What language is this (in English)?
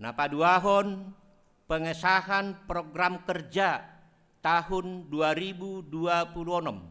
Batak Simalungun